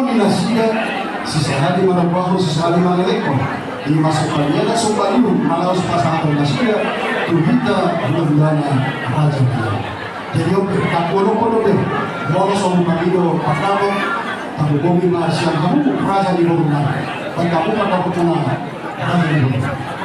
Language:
Batak Toba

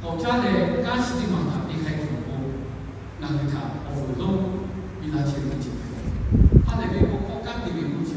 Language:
Lahu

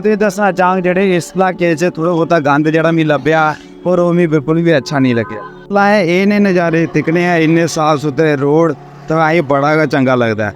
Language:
Dogri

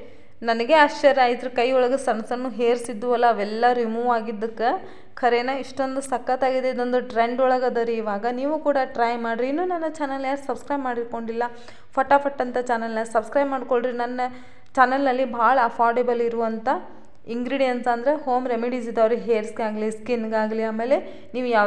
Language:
Kannada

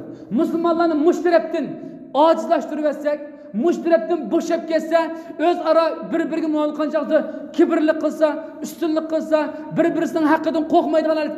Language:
Uyghur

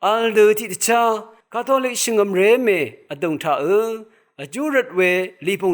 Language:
Rawang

